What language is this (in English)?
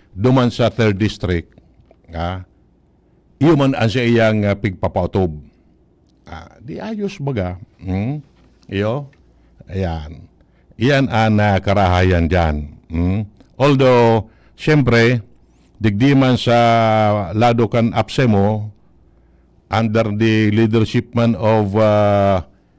Bikol